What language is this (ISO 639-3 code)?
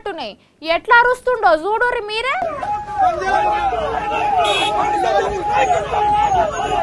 tel